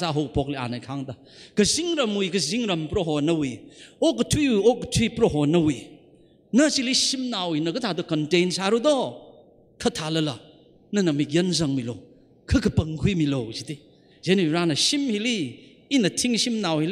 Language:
Tangkhul Naga (India)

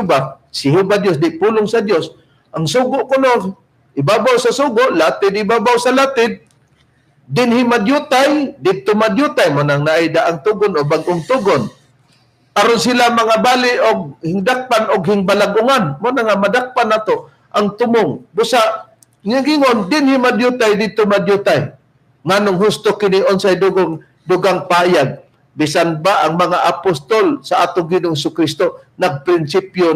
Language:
Cebuano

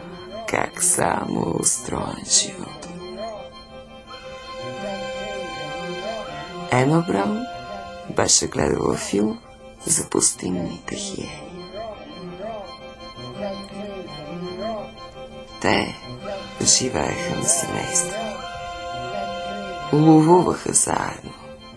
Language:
Bulgarian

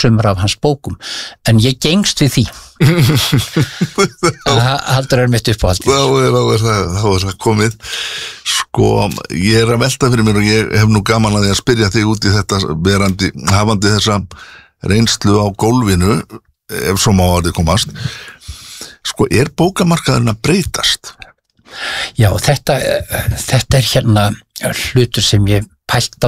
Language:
Icelandic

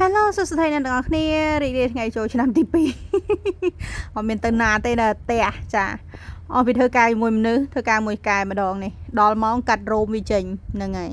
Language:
Khmer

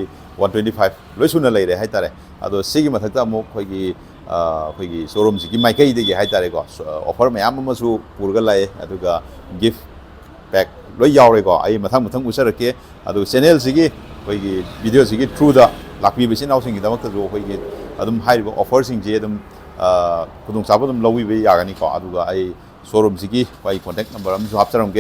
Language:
Manipuri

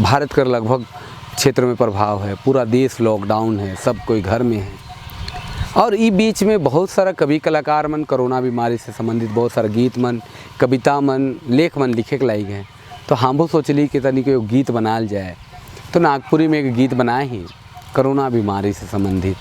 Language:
Sadri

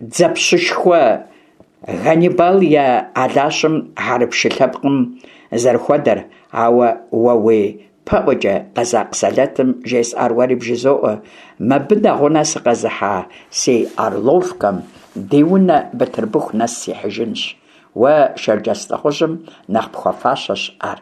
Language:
Kabardian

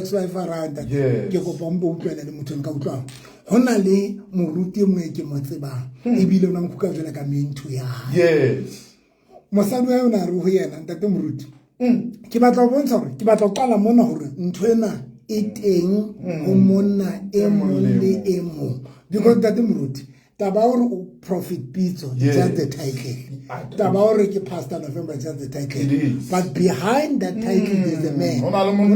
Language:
Southern Sotho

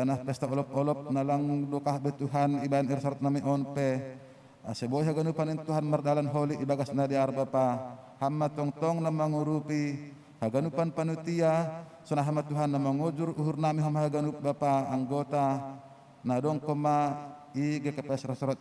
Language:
Batak Simalungun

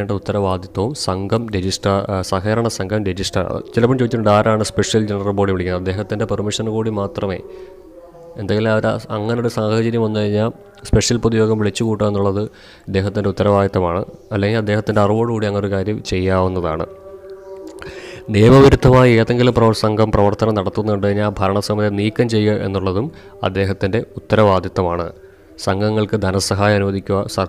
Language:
Malayalam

